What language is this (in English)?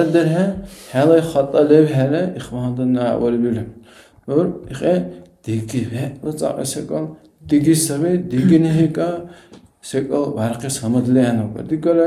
Dargwa